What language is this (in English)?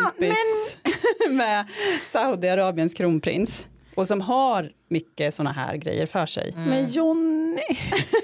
Swedish